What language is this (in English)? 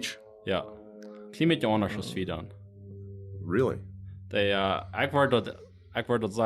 Plautdietsch